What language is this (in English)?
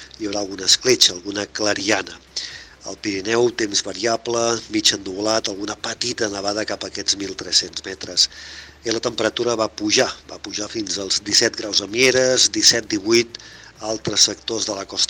Catalan